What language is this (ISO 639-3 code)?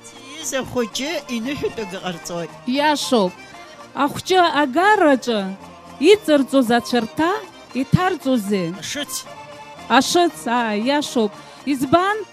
abk